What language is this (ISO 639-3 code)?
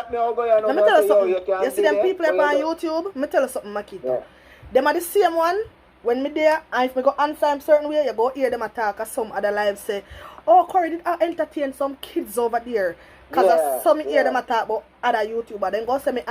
jam